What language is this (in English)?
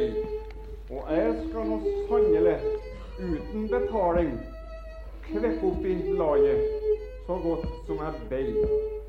Norwegian